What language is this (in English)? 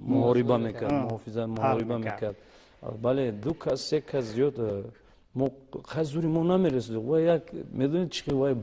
Tajik